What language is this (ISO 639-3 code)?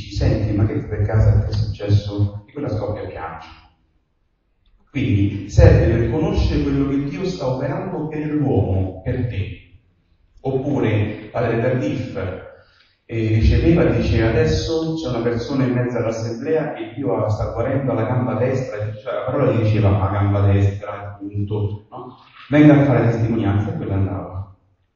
ita